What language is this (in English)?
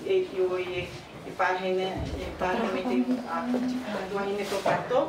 Tahitian